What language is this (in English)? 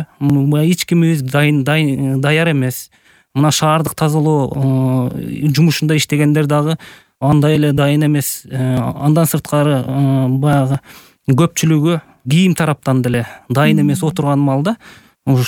Kyrgyz